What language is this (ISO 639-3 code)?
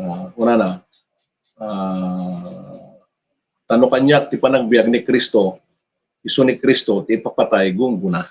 ilo